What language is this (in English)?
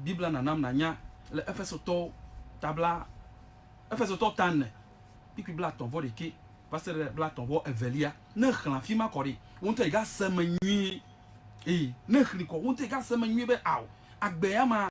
Ewe